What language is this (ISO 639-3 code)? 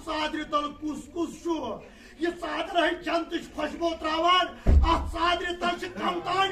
kas